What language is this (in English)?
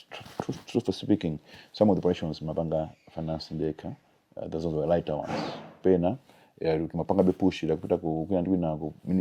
Nyanja